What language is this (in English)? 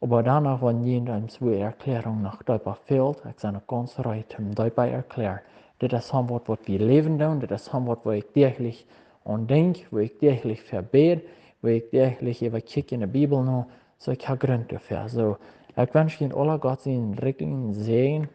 Plautdietsch